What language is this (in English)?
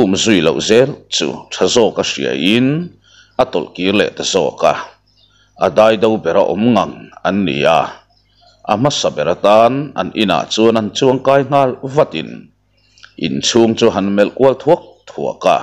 Mizo